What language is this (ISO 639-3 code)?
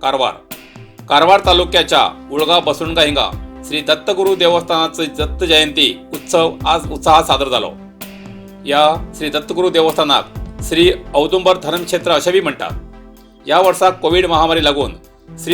kok